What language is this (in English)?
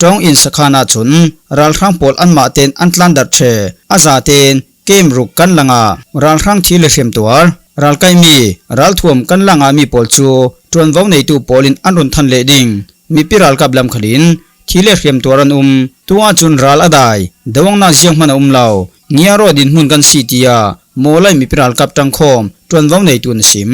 Falam Chin